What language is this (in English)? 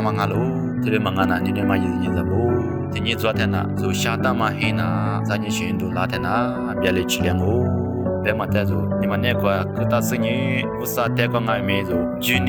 Lisu